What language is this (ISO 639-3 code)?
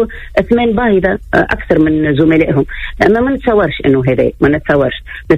aeb